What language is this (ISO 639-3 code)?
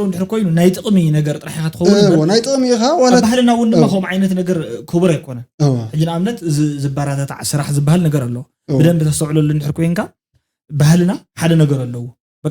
tir